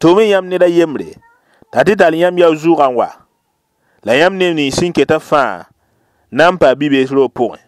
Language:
Mossi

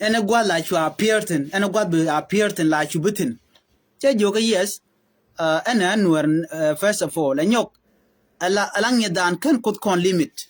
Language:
Nuer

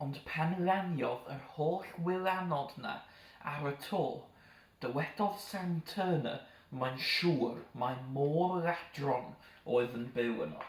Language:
Welsh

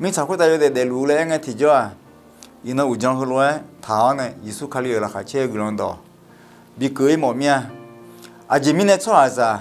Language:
Akha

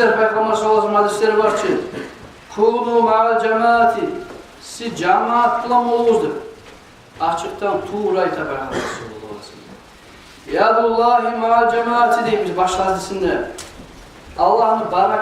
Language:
Kumyk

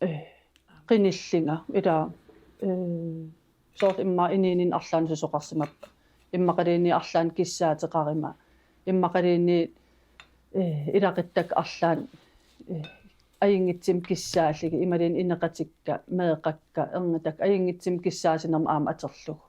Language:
Kalaallisut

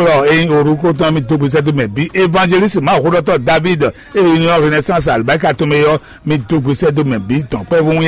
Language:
Fon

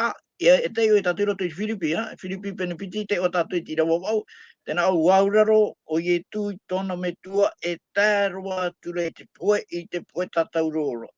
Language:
Tahitian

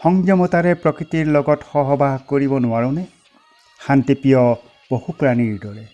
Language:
Assamese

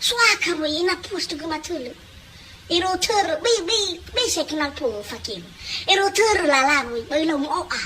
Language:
Nias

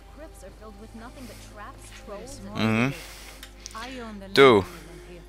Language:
Swiss German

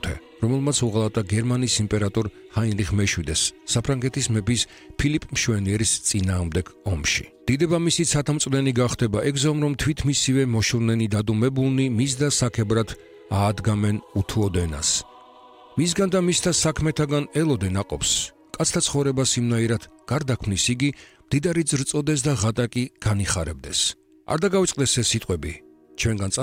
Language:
Georgian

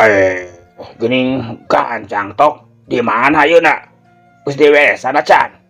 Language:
Sundanese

